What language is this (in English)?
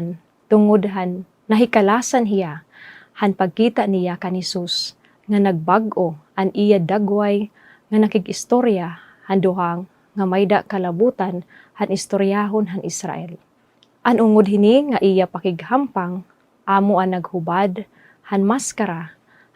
Waray